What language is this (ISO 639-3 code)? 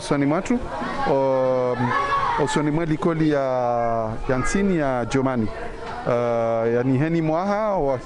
zdj